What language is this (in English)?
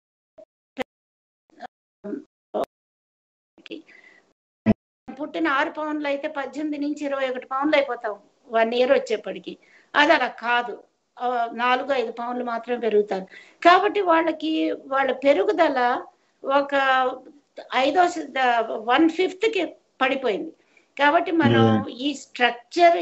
Telugu